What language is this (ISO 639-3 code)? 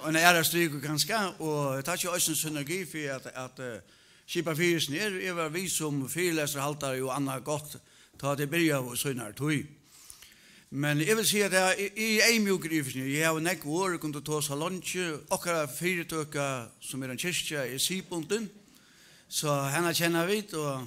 fao